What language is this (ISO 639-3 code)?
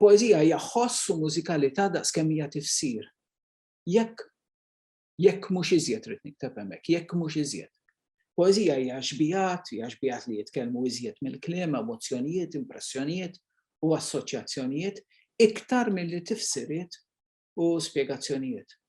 mlt